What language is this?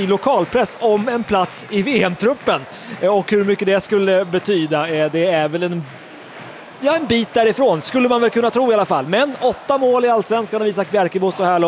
Swedish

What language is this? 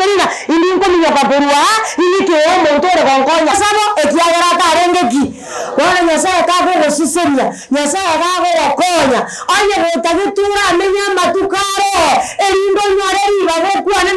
Gusii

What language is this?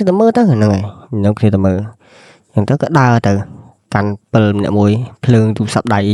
Khmer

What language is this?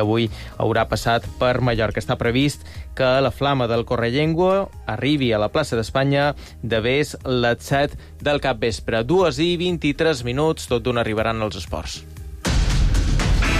Catalan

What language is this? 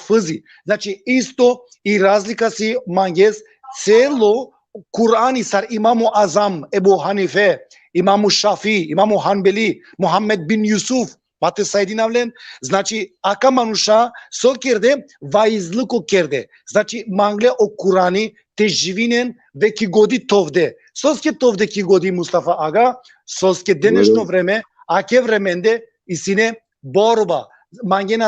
Balkan Romani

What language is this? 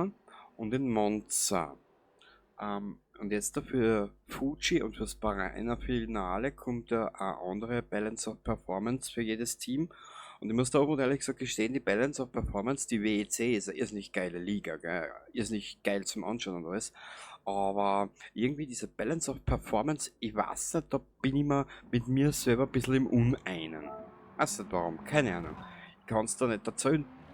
Bavarian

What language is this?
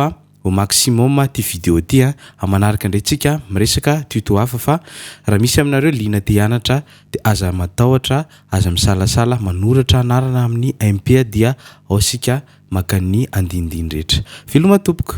Malagasy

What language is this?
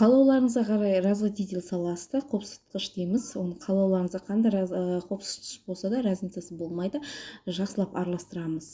Kazakh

